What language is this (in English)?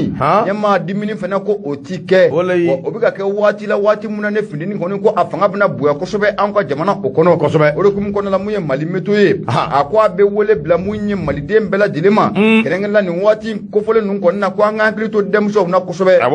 Bambara